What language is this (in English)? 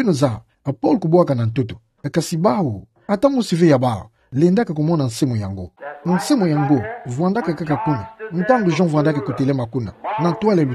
Kituba (Democratic Republic of Congo)